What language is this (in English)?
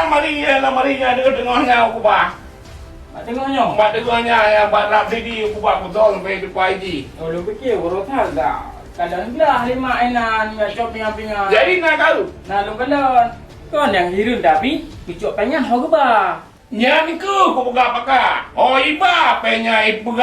Achinese